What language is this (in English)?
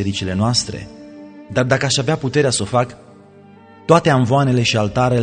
Romanian